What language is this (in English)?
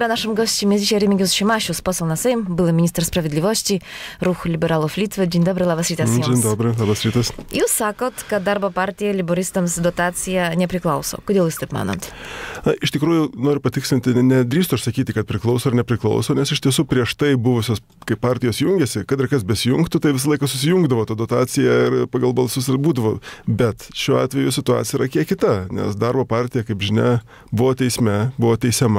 Lithuanian